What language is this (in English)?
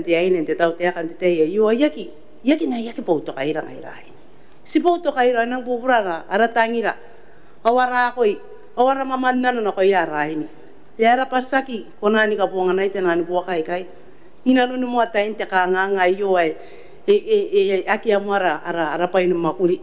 Gilbertese